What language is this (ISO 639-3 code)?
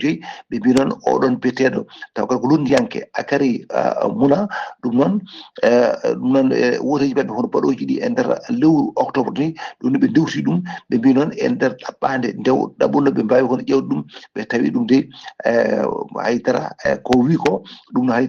ful